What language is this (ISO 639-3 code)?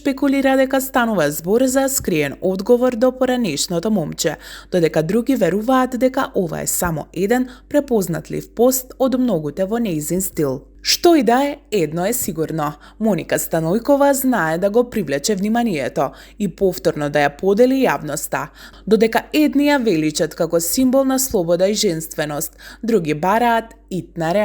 mkd